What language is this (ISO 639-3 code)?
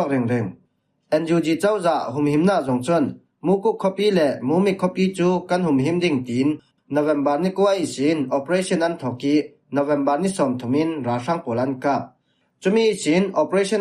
cfm